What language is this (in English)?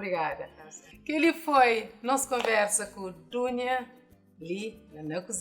Kabuverdianu